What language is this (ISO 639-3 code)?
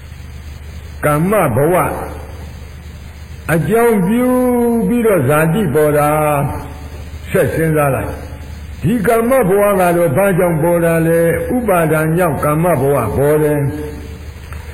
mya